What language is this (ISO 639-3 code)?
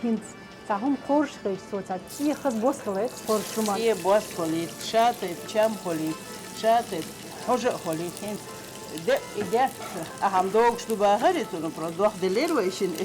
che